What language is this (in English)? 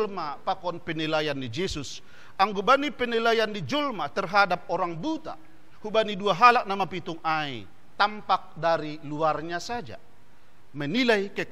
Batak Simalungun